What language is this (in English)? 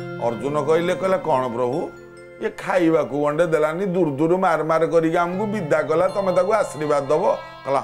Odia